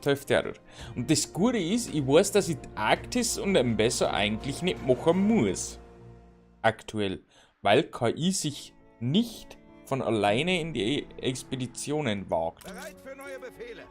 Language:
Bavarian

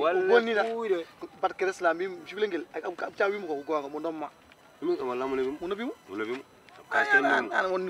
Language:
Fula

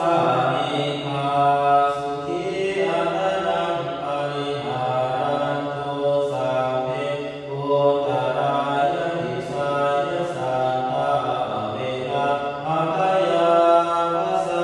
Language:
Pali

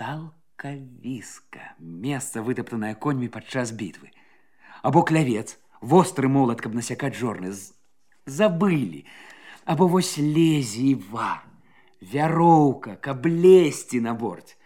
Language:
Belarusian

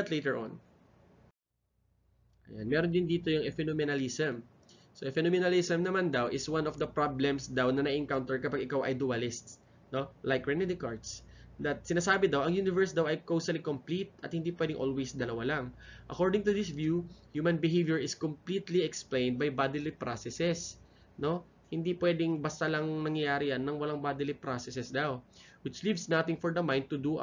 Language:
Filipino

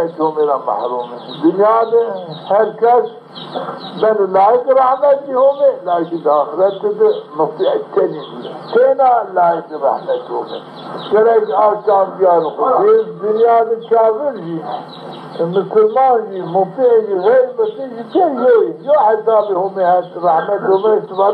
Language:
Zaza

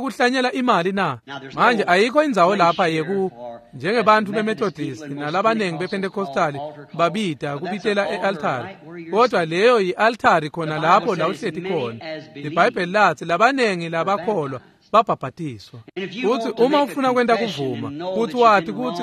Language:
Swati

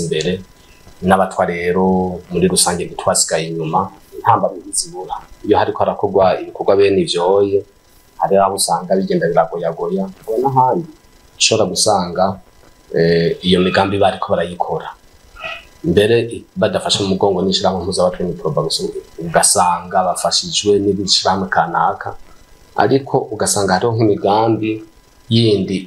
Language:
Rundi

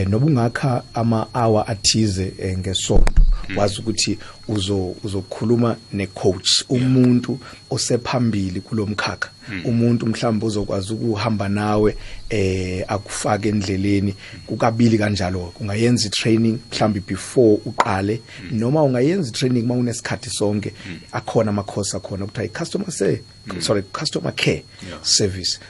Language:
South Ndebele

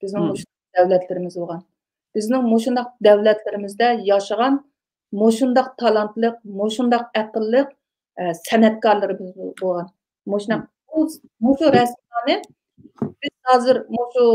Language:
Uyghur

